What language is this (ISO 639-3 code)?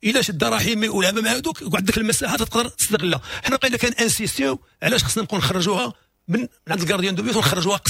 ary